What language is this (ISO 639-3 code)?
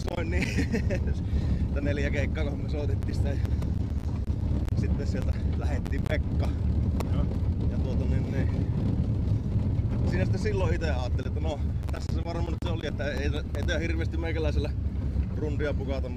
fin